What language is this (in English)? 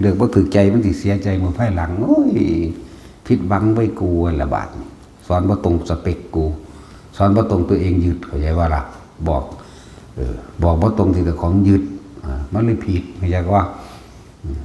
Northeastern Thai